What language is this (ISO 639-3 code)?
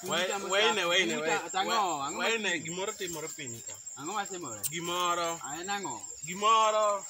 luo